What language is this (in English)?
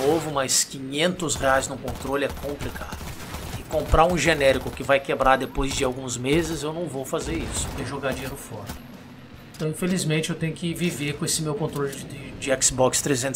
Portuguese